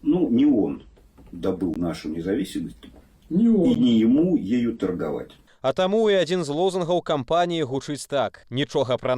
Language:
Belarusian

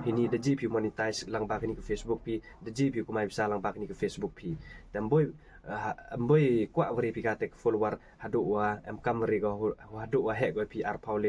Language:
Khasi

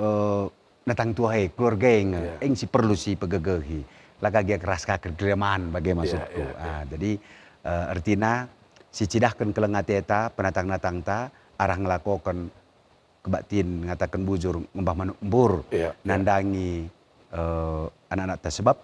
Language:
Batak Karo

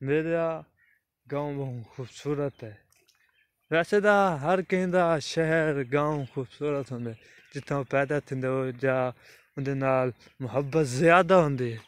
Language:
Saraiki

